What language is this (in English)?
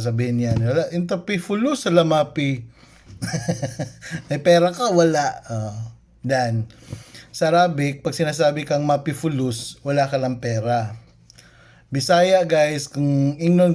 Cebuano